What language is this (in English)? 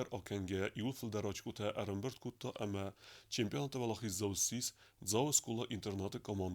Ossetic